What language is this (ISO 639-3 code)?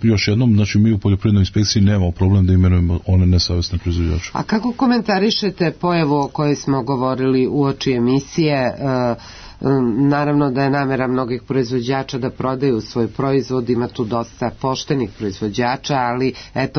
srp